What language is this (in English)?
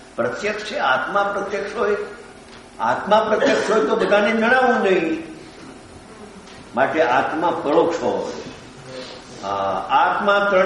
Gujarati